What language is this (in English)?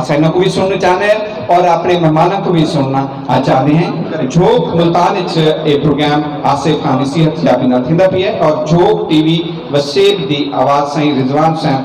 Saraiki